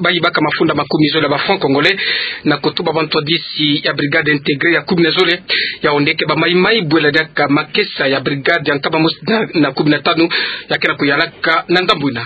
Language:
Kituba (Democratic Republic of Congo)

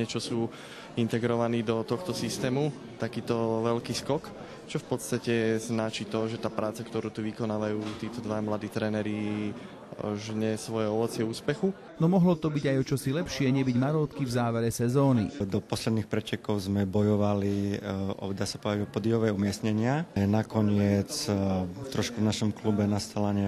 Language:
Slovak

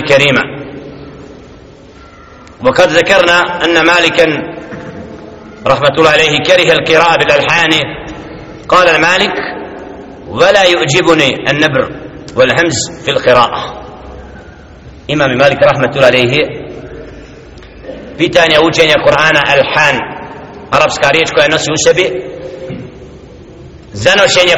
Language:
Bosnian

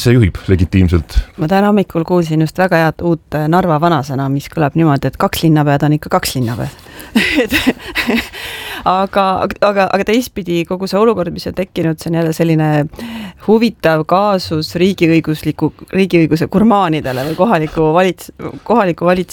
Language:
Estonian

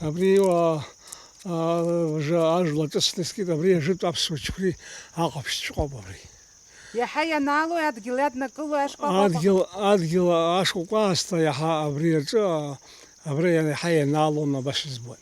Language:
Abkhazian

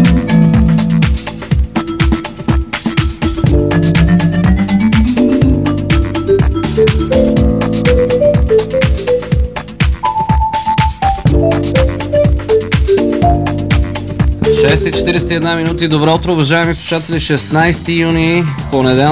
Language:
Bulgarian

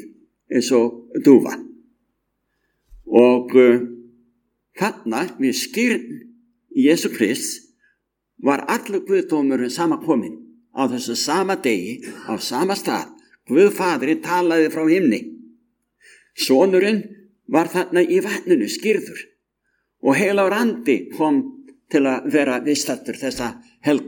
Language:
Icelandic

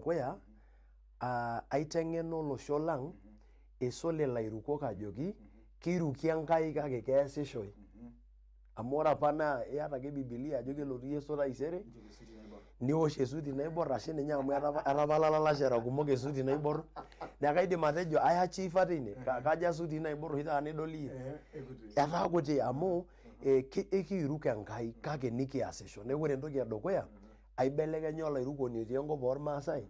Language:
Masai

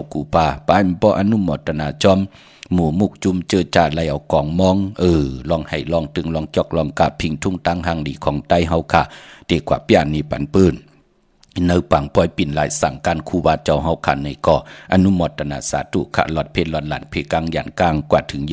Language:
Shan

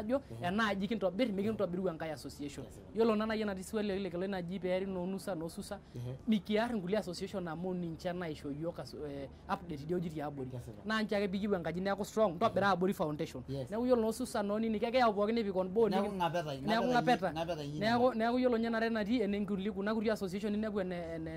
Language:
Masai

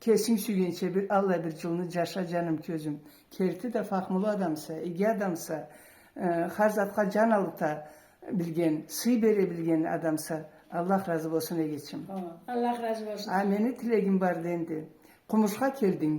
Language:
Karachay-Balkar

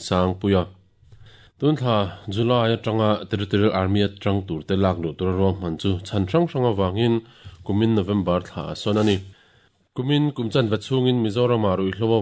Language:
Mizo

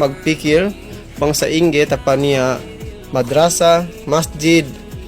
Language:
Yakan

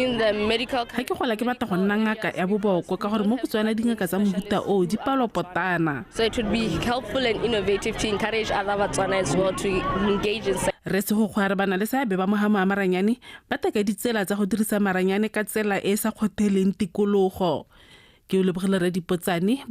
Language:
Tswana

